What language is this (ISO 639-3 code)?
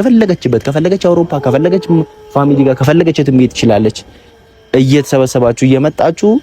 amh